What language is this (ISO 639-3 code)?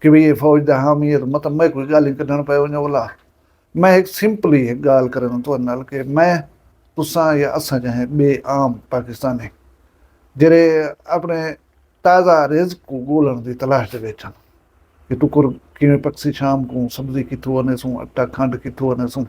skr